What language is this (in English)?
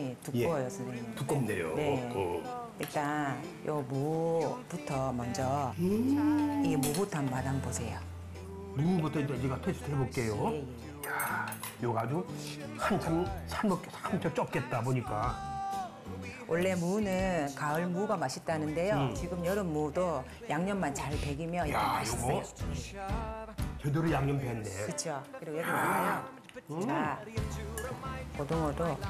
Korean